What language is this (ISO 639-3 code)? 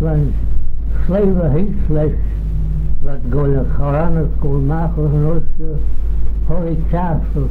glv